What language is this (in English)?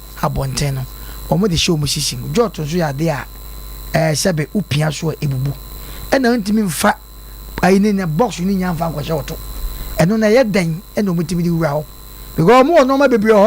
Akan